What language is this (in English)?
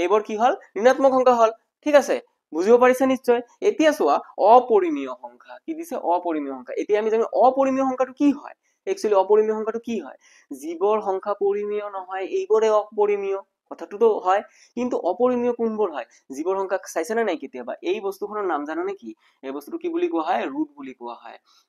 Assamese